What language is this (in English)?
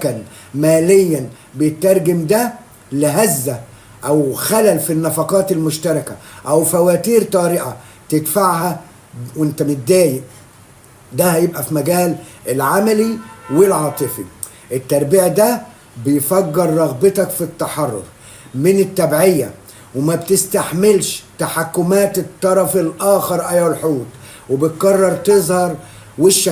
Egyptian Arabic